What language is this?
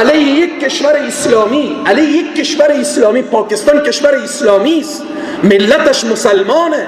Persian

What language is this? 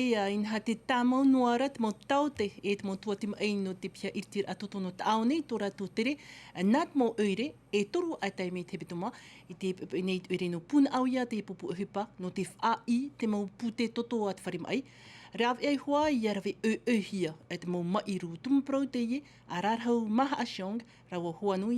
Tahitian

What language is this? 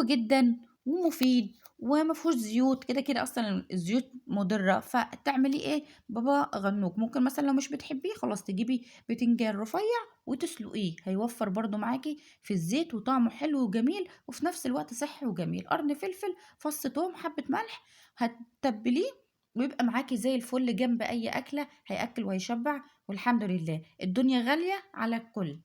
Egyptian Arabic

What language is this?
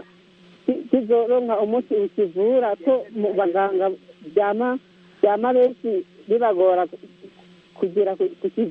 Rundi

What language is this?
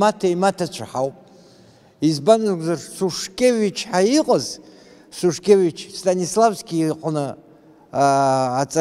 Abkhazian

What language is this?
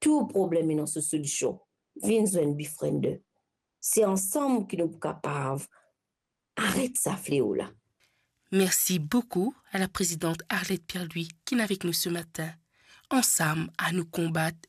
Morisyen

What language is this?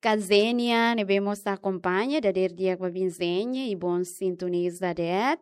Tetum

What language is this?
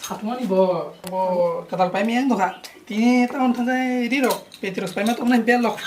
Kok Borok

